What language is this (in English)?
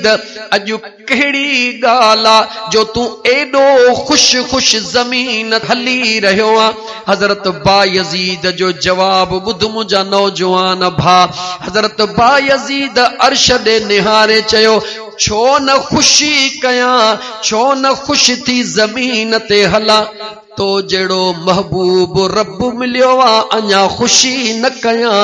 Sindhi